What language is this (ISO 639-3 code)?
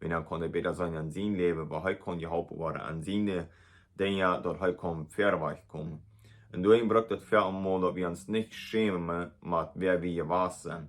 pdt